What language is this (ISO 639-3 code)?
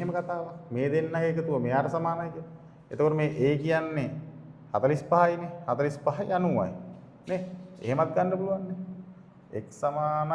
sin